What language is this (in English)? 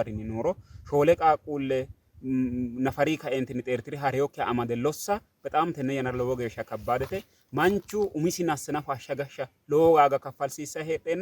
Sidamo